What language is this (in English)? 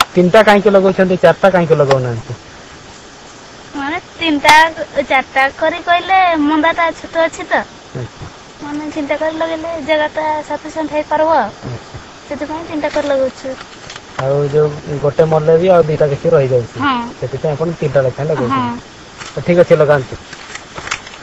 Odia